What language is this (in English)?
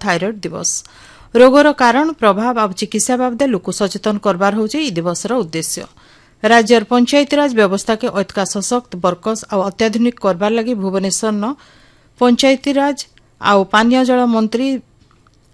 Odia